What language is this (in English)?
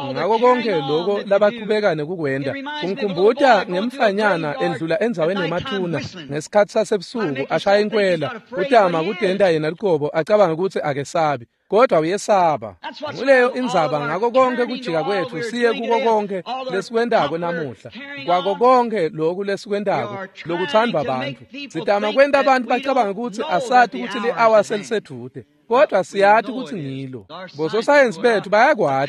Swati